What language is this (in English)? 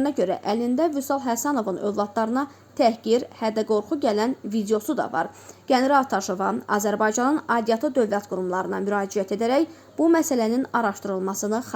Azerbaijani